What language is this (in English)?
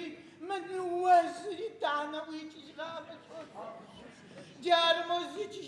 Adyghe